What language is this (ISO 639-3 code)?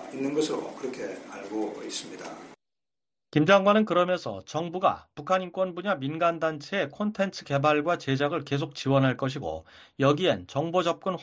kor